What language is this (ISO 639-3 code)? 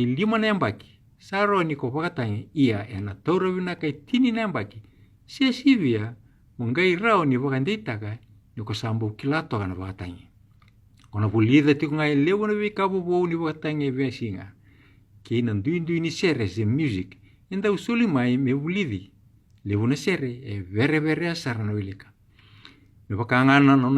fij